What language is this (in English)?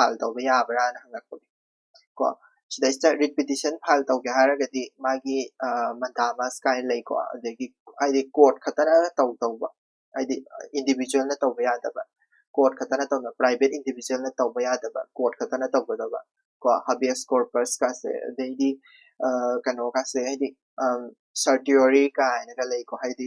Manipuri